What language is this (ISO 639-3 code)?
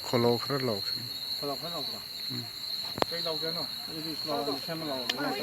mni